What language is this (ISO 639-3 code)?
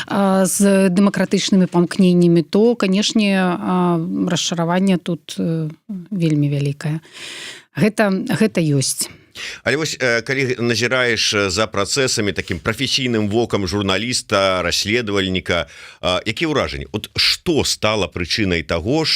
bel